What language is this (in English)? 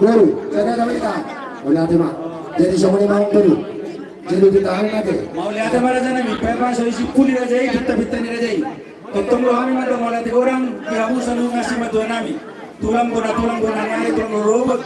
Batak Toba